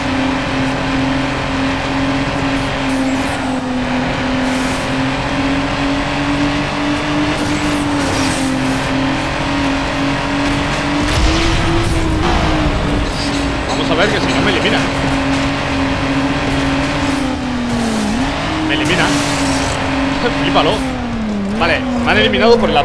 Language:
Spanish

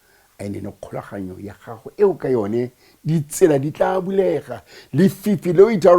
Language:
Tswana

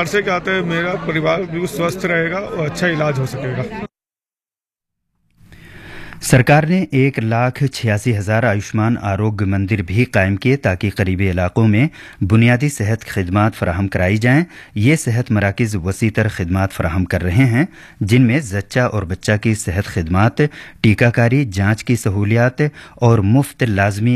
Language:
Urdu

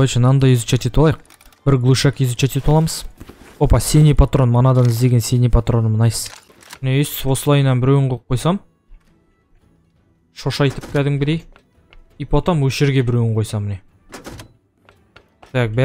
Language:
Kazakh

